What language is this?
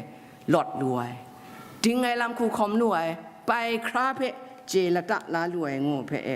Kachin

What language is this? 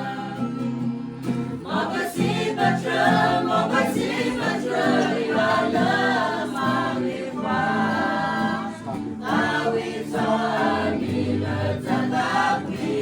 S'gaw Karen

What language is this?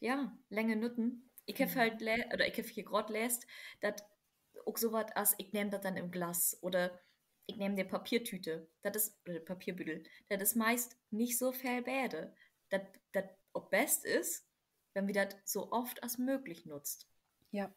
Low German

